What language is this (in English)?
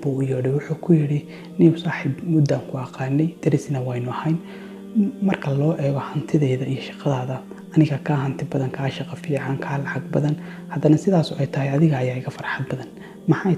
Somali